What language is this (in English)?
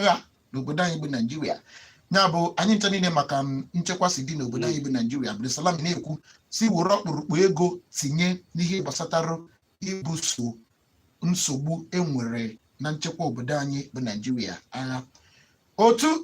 Igbo